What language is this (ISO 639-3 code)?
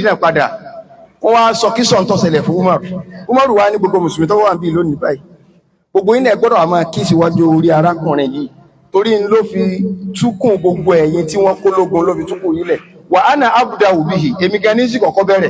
yor